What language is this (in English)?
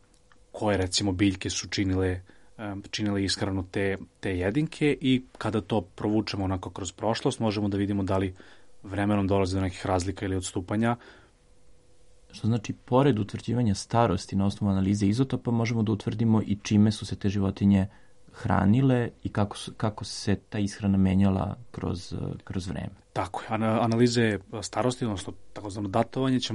Serbian